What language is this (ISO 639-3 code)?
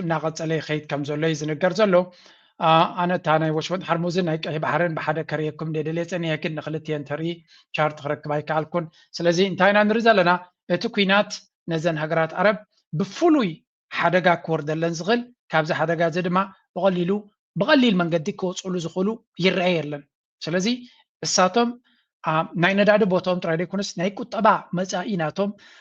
tir